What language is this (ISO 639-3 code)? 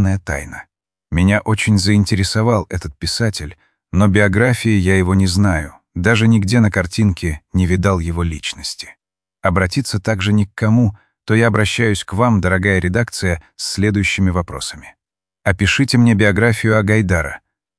rus